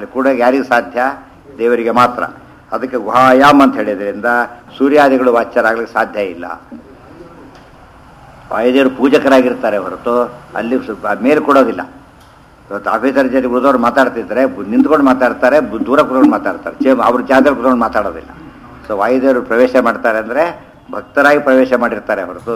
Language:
Kannada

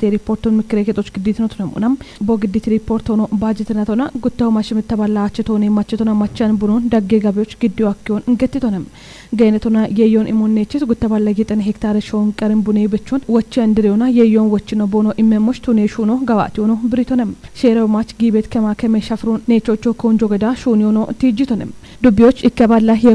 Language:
Kafa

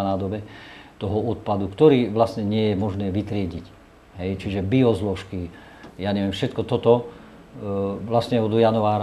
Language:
Slovak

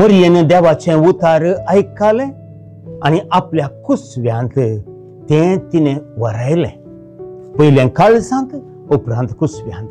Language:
Konkani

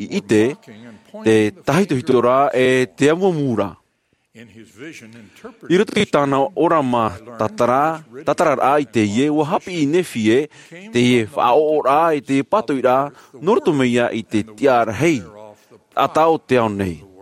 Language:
Tahitian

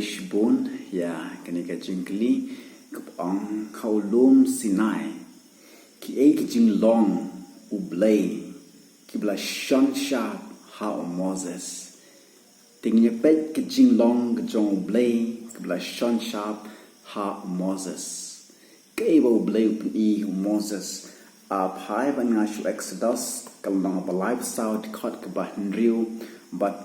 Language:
Khasi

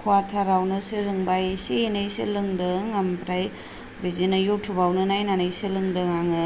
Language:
Bodo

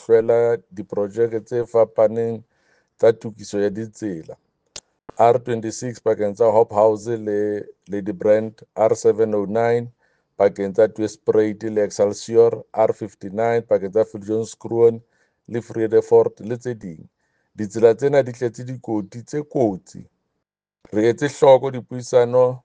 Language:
Southern Sotho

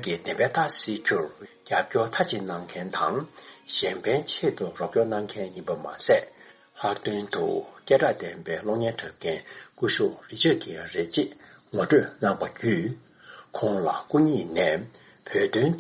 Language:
Tibetan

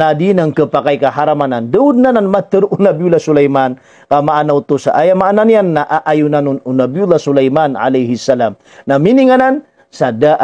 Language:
Maranao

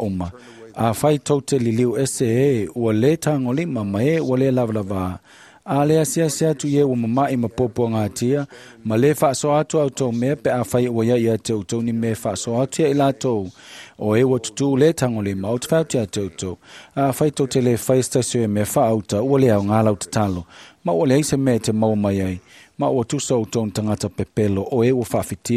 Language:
Samoan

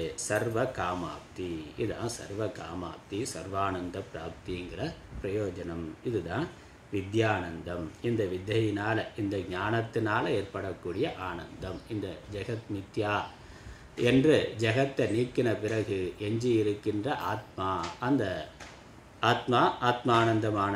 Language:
Tamil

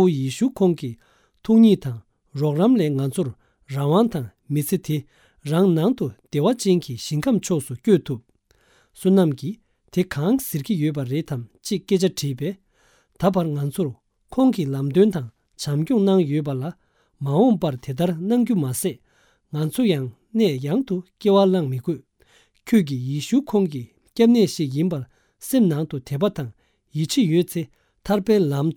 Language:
Tibetan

